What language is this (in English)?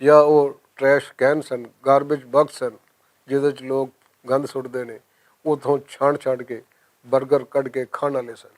Western Panjabi